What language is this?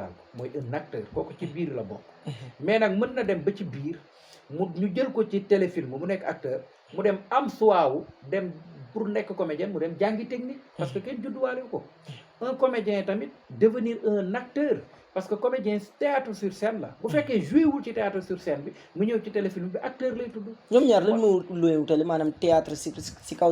Wolof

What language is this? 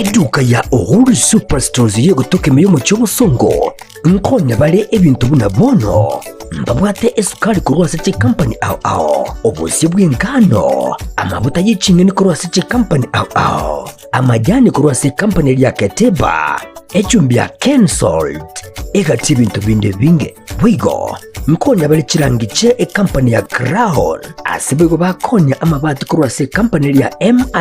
Gusii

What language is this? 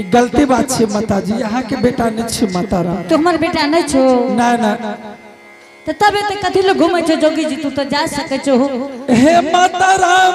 Angika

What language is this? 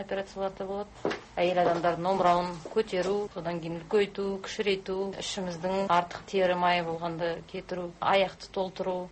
Kazakh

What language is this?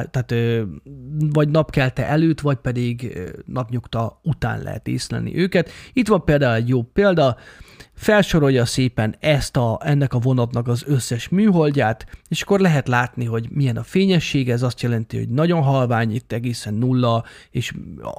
Hungarian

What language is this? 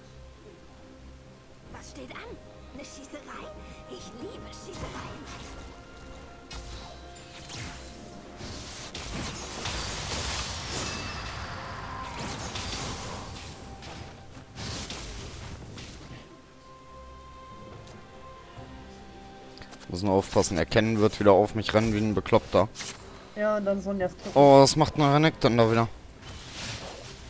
German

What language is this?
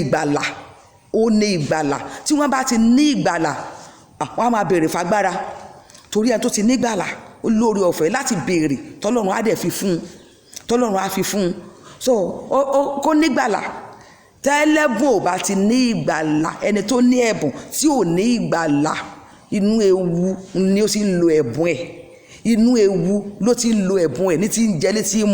Yoruba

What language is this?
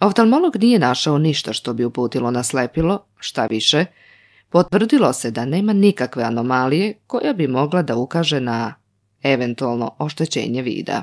Serbian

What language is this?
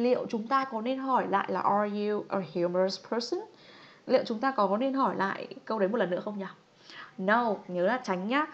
Vietnamese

